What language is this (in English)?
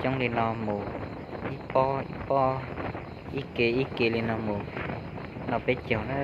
Hmong